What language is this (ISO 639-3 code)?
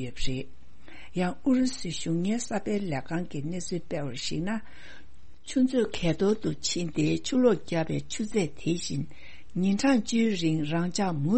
bod